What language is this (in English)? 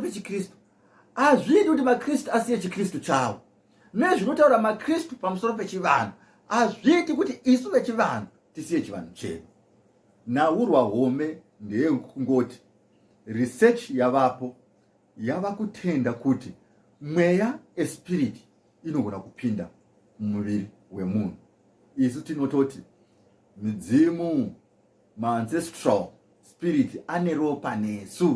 Shona